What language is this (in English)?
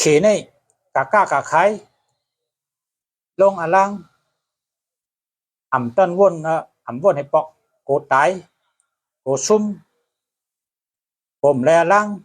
Shan